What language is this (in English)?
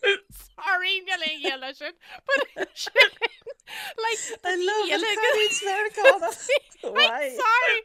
Irish